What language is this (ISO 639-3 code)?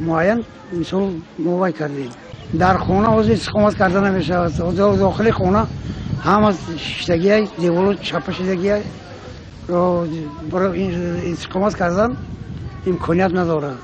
tgk